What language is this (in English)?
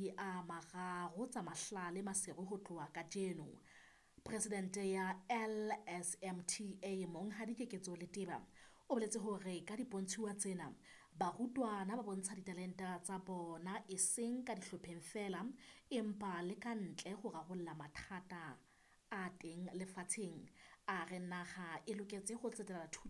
Southern Sotho